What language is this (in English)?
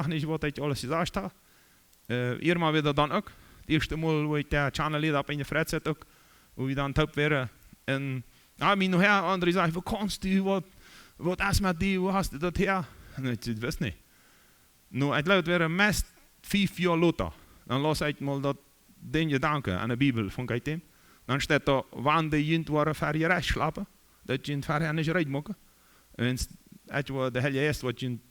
Plautdietsch